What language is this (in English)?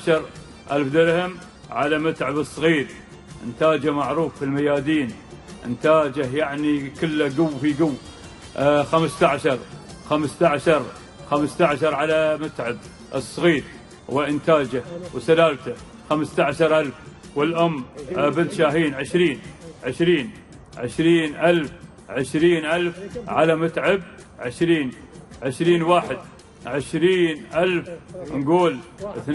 Gulf Arabic